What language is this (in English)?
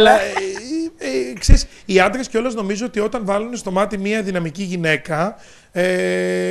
Greek